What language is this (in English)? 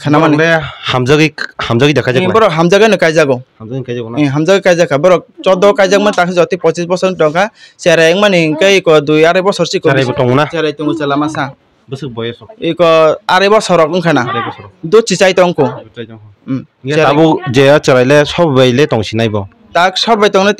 Kok Borok